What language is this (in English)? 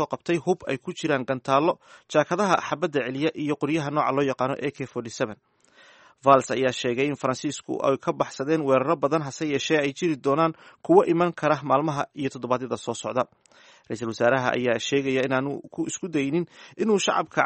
Somali